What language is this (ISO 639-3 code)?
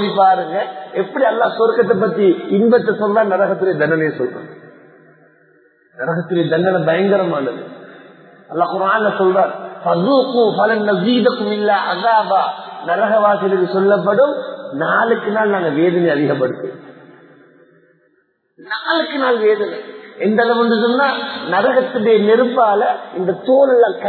tam